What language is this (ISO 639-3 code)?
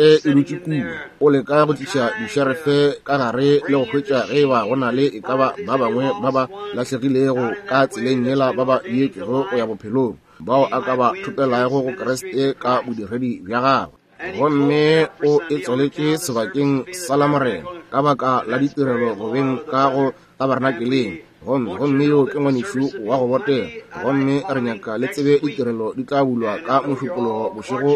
nso